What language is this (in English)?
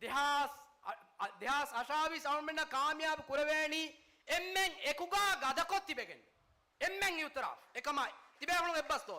Divehi